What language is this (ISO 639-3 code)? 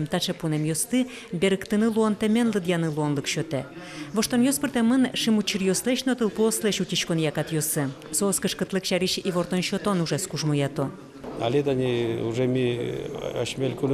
udm